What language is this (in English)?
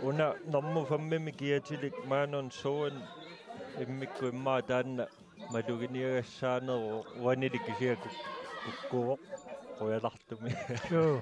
Kalaallisut